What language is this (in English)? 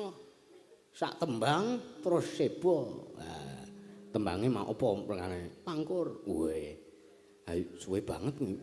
Javanese